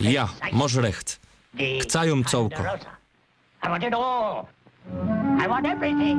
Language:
Silesian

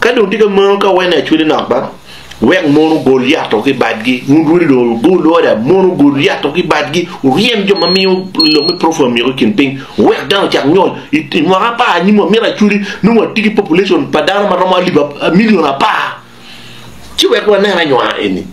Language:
Acoli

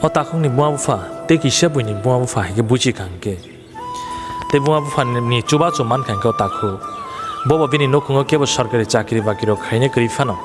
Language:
Kok Borok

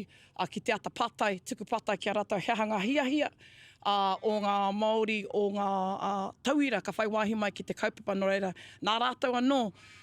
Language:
Māori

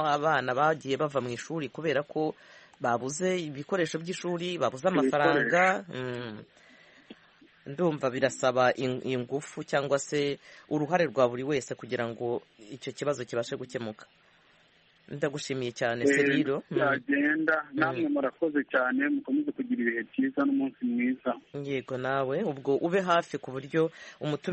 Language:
Kinyarwanda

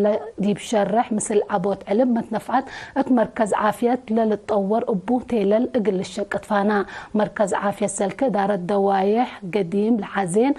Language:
Tigre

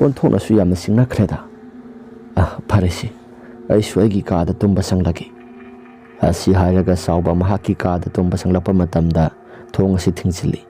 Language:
Manipuri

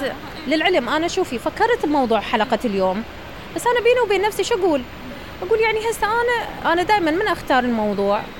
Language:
Mesopotamian Arabic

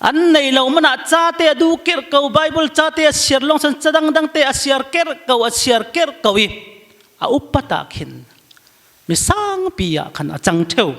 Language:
Falam Chin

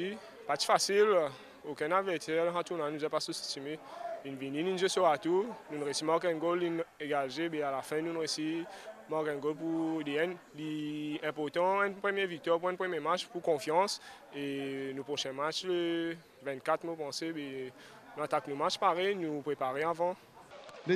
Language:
Morisyen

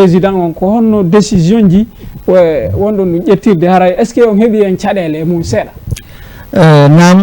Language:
Fula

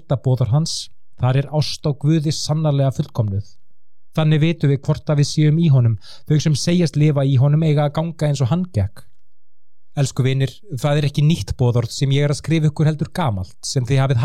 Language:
Icelandic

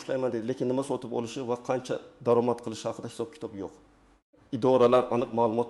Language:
Uzbek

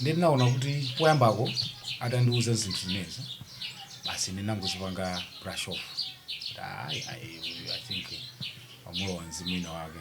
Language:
Nyanja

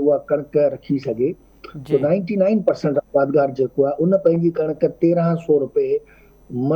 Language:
Sindhi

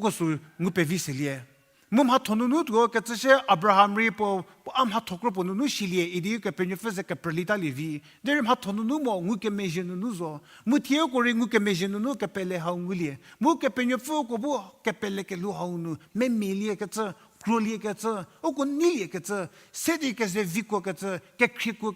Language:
Angami Naga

